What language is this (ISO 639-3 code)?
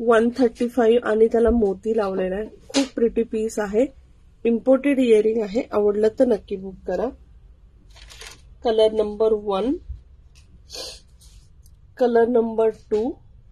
mar